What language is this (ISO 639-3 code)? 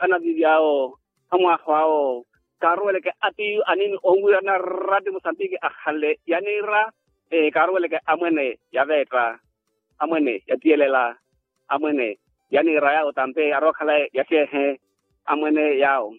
vmw